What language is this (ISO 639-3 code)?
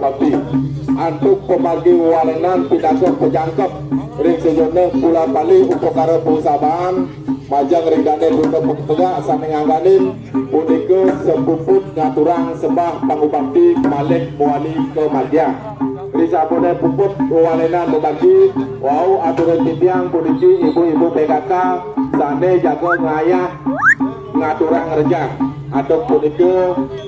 ban